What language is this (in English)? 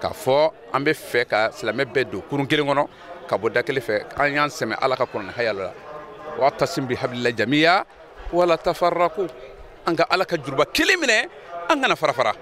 Bambara